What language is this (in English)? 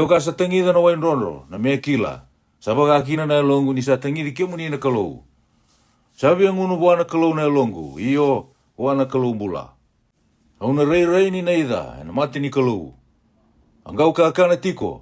Fijian